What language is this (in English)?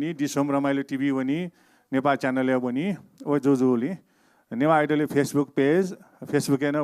Newari